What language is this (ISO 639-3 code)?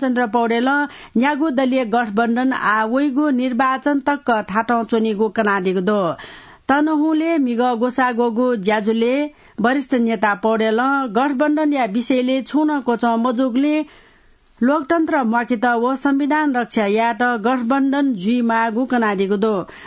new